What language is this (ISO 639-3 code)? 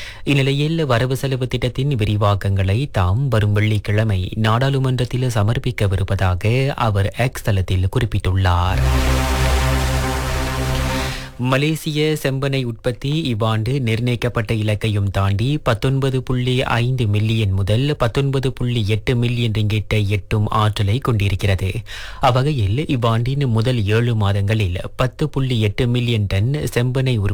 tam